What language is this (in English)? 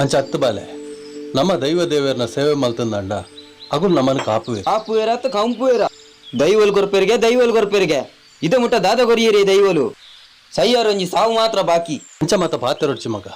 Tulu